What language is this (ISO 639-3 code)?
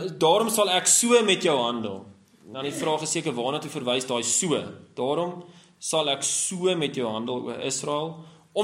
afr